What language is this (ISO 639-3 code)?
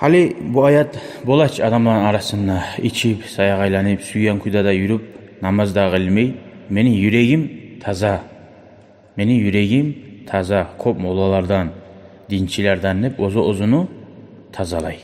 kum